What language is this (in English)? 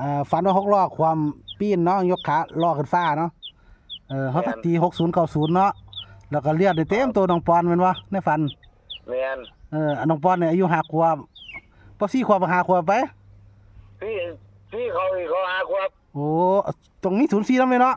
Northeastern Thai